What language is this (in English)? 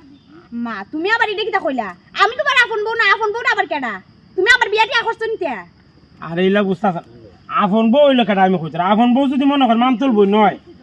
Sylheti